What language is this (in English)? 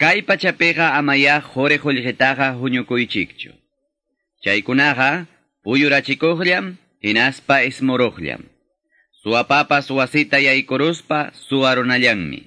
Quechua